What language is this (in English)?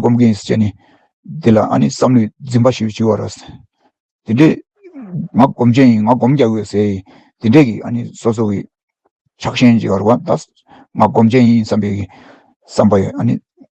Tibetan